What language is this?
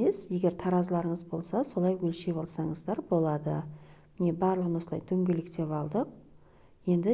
Kazakh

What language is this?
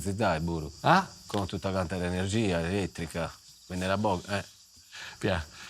Sardinian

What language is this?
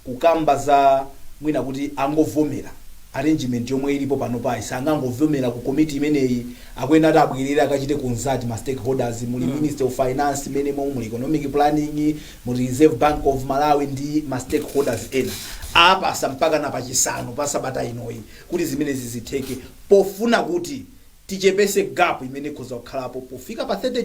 Nyanja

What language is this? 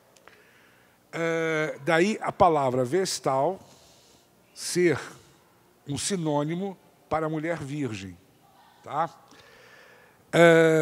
Portuguese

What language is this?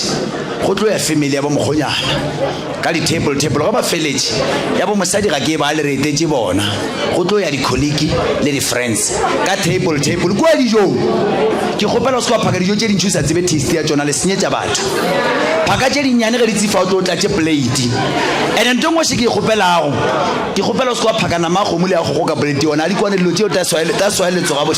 Northern Sotho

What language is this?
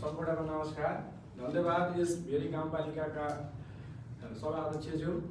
Nepali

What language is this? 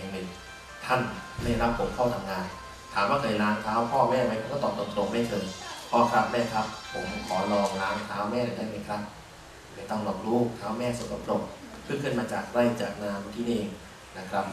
Thai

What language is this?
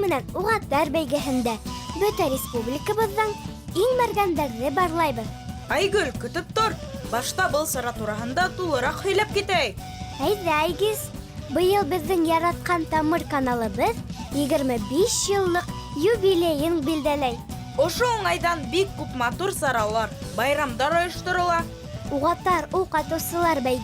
Bashkir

